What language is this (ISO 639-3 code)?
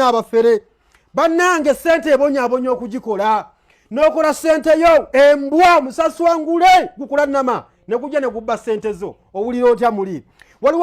lug